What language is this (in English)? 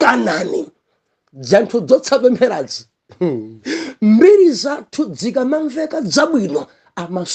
Nyanja